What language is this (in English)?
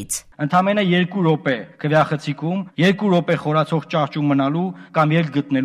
Armenian